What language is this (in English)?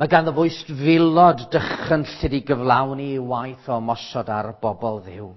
Welsh